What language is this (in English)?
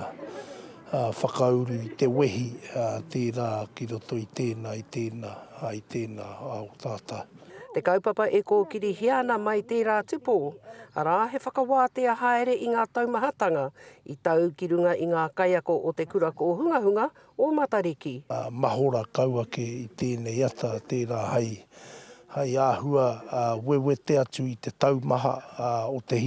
Māori